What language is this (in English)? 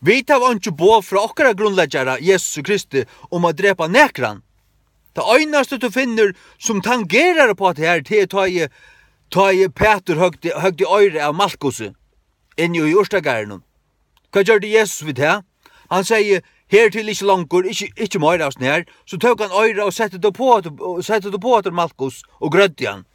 Faroese